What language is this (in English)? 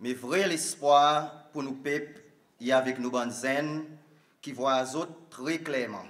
Seselwa Creole French